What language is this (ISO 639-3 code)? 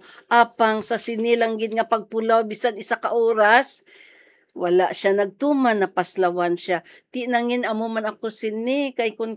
hil